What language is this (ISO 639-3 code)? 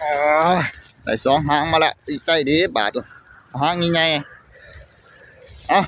tts